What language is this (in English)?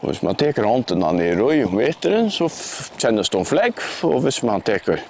Faroese